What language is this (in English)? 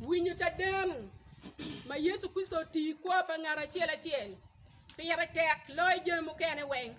Acoli